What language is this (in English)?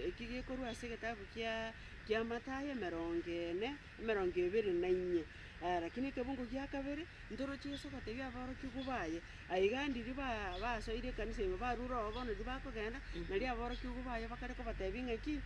Gusii